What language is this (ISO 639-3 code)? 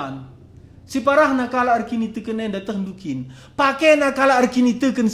btx